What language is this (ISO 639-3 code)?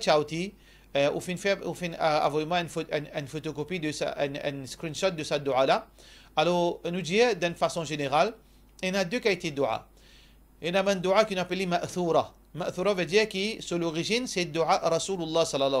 mfe